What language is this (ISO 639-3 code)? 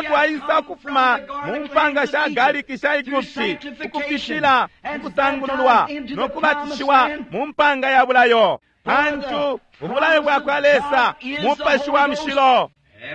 bem